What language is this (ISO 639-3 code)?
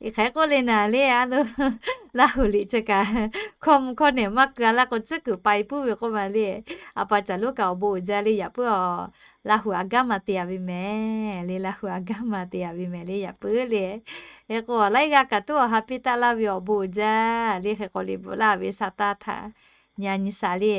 lhu